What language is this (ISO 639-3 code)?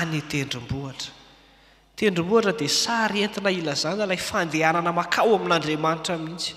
mlg